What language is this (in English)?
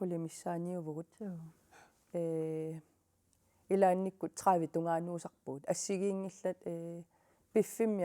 Kalaallisut